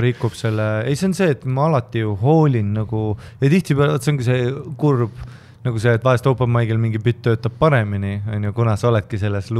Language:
Estonian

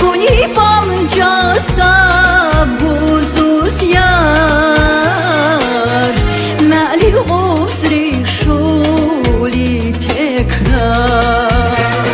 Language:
Tabassaran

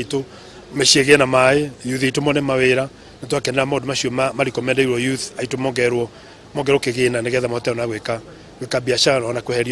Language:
Kikuyu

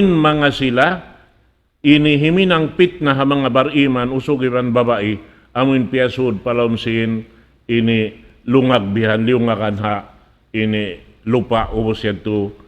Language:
Tausug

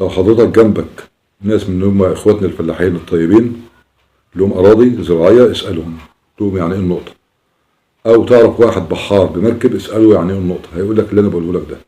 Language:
Egyptian Arabic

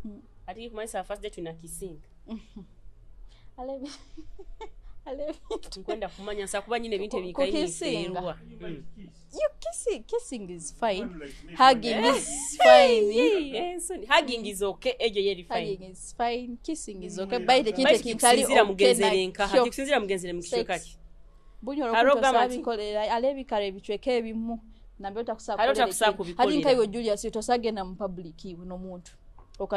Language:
Nyoro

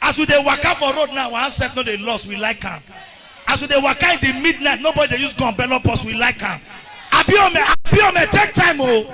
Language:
Nigerian Pidgin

